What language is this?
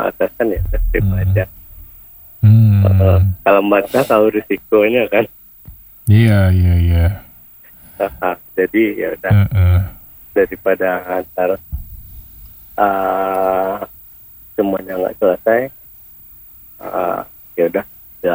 Indonesian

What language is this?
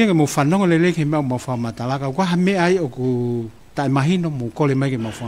Tongan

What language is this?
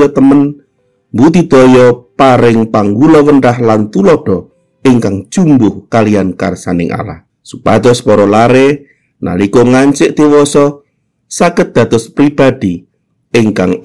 Javanese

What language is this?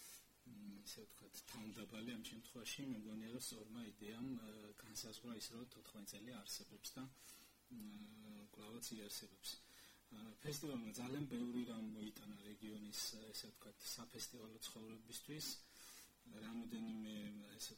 Georgian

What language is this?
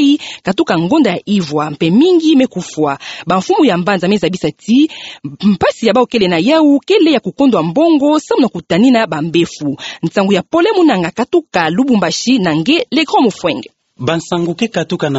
Kituba (Democratic Republic of Congo)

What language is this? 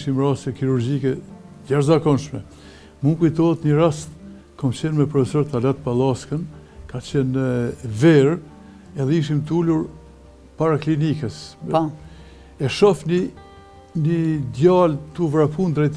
Albanian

